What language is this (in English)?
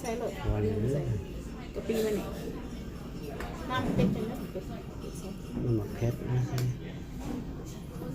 Northeastern Thai